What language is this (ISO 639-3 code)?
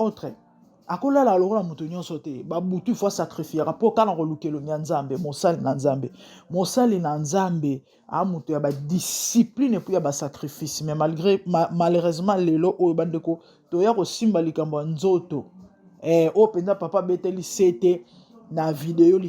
lin